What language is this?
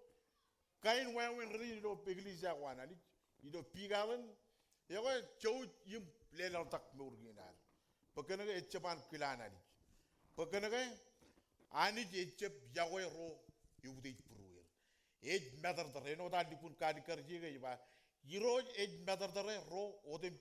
Marshallese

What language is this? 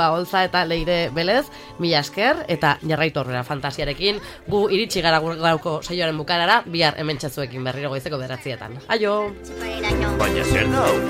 Basque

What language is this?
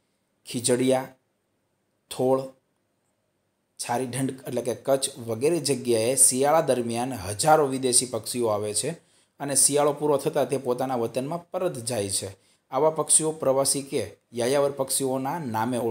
Gujarati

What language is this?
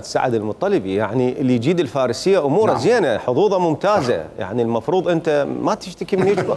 Mesopotamian Arabic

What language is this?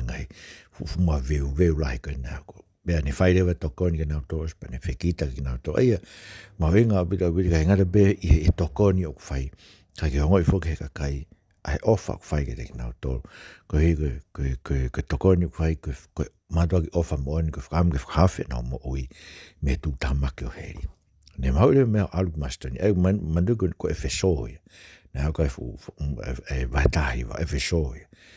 Tongan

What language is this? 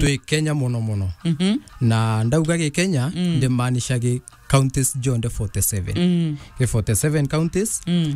Meru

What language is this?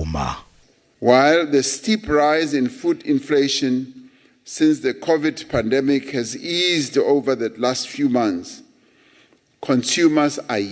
Venda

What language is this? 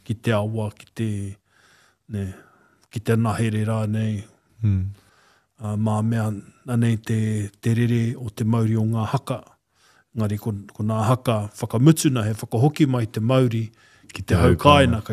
Māori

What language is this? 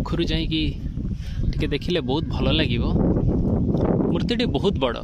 Odia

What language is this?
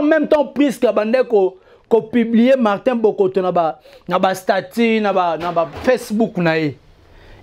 Lingala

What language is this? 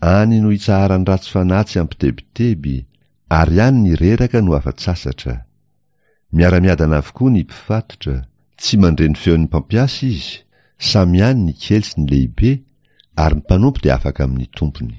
Malagasy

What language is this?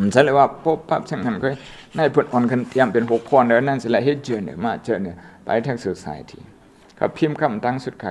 Shan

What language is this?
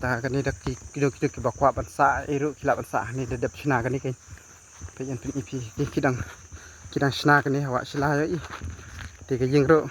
Khasi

